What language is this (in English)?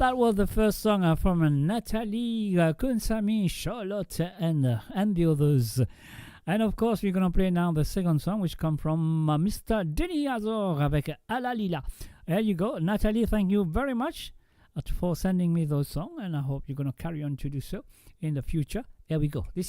Morisyen